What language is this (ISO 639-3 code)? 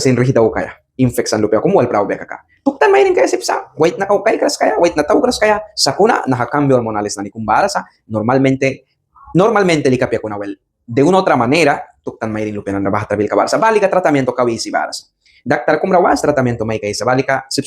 miq